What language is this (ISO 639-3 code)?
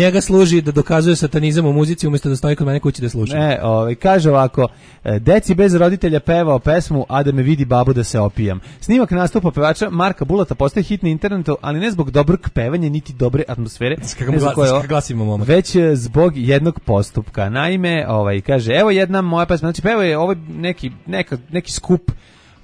srp